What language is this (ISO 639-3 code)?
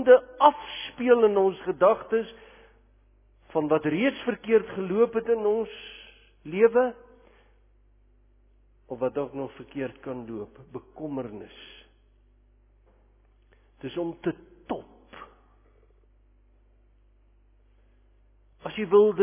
afr